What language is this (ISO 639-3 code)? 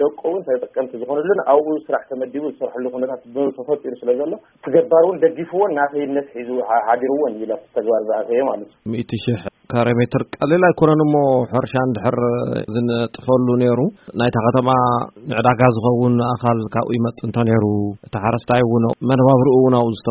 tir